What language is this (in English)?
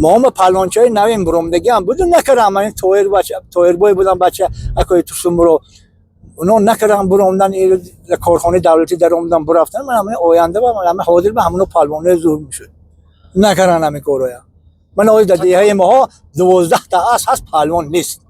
Tajik